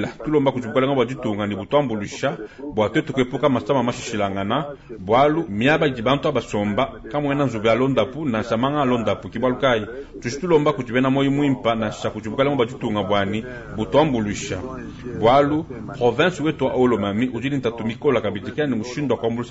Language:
Luba-Lulua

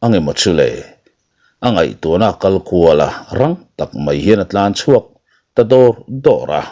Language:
Mizo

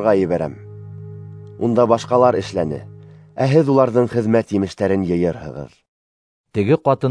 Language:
Bashkir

